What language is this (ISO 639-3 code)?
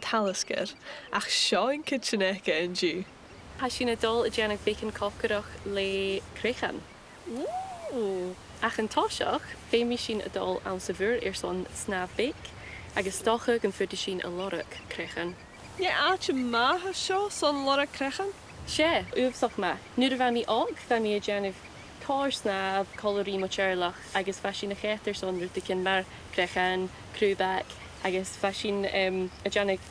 gla